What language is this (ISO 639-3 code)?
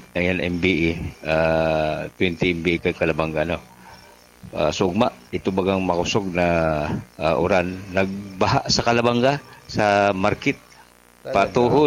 bik